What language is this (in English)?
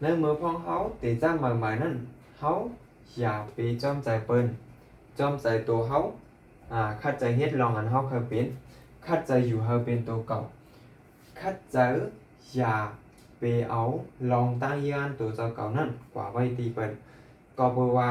Shan